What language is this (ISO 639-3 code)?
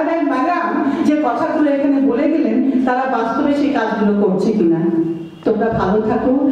ben